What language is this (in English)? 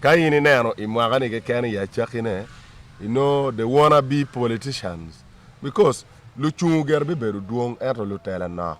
Acoli